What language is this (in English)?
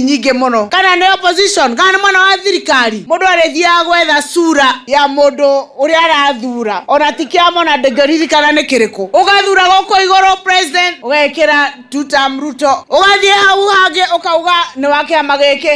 Kikuyu